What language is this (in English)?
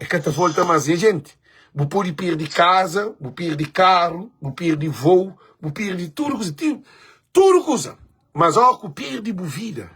Kabuverdianu